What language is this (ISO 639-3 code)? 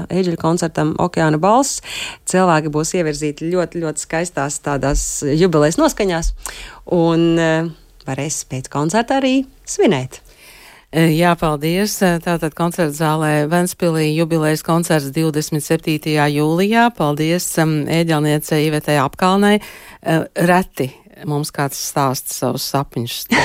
lav